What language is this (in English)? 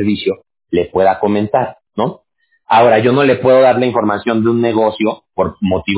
Spanish